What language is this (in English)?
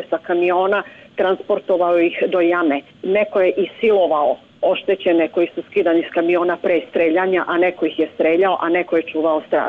Serbian